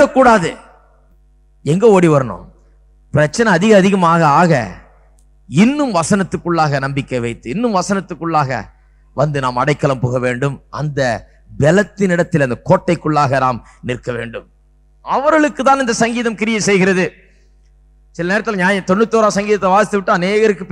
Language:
Tamil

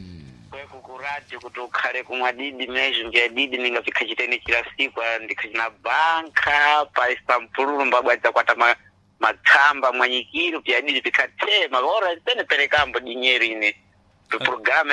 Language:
Sena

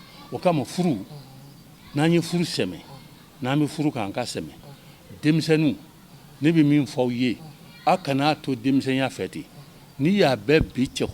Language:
Bambara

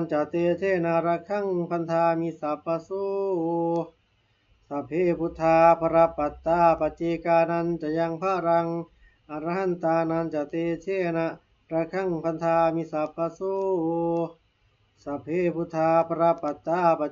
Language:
Pali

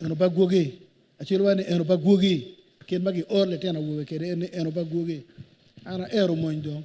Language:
Acoli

